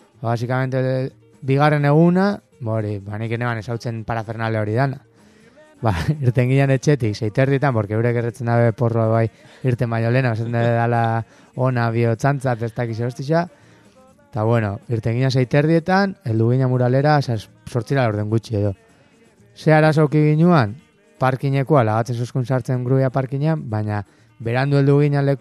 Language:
Basque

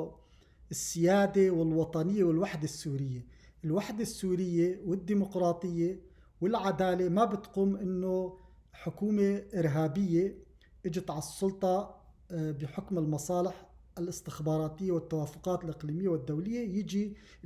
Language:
North Levantine Arabic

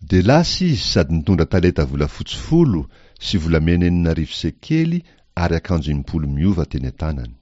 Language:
Malagasy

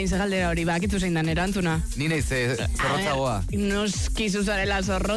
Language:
Basque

